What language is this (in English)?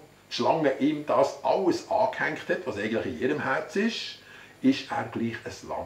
Swiss German